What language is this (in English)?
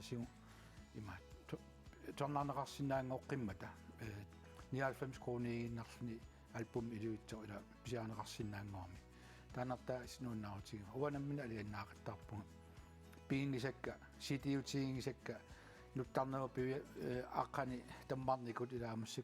Kalaallisut